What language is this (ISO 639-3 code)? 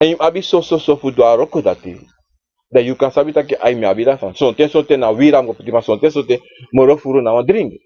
srn